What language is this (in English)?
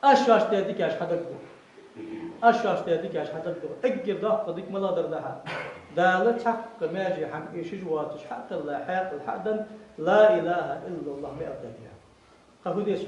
Ingush